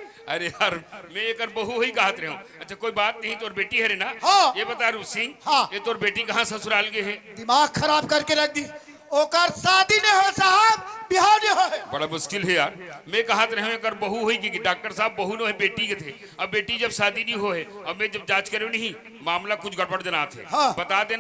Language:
Chhattisgarhi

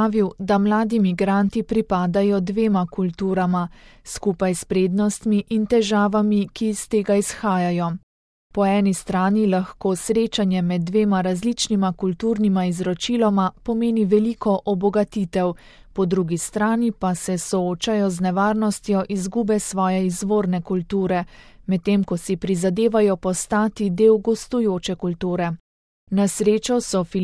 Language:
Slovenian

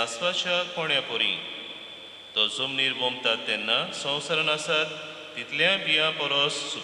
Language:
Konkani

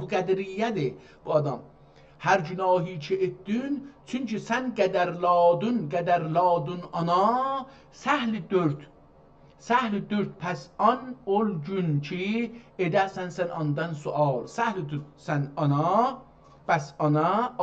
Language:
South Azerbaijani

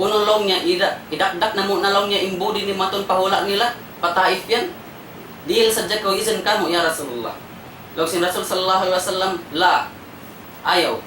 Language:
Tausug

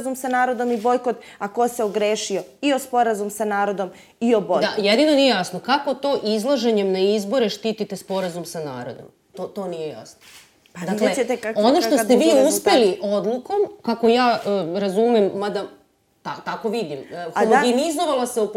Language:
Serbian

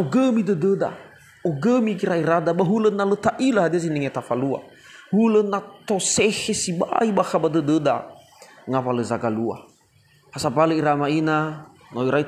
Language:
Nias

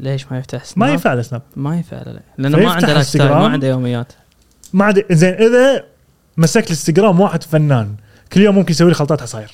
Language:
Gulf Arabic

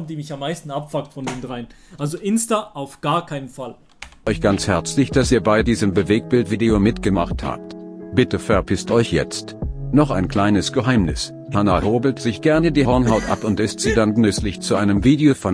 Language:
Swiss German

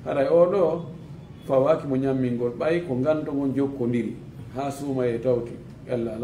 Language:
Fula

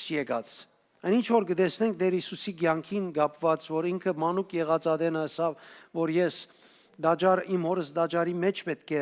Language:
Western Armenian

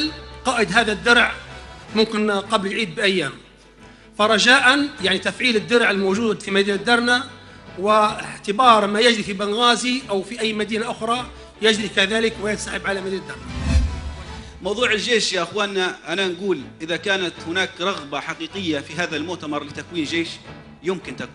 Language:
Arabic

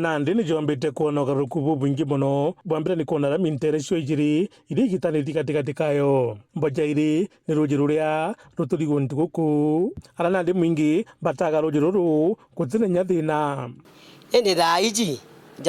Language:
Meru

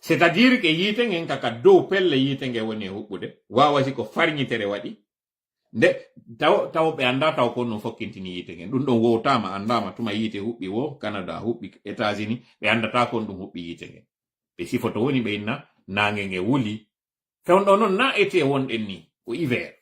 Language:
Fula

